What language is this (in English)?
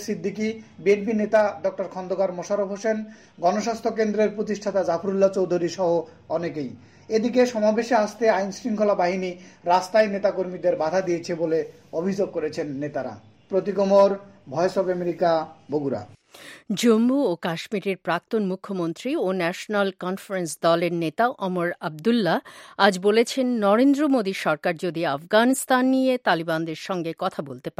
Bangla